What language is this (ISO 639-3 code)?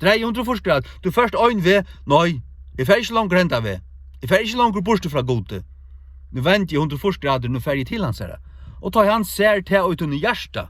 fao